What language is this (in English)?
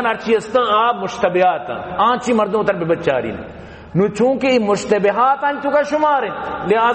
Baluchi